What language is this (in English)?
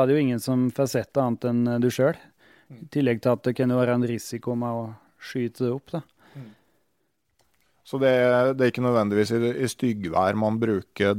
Norwegian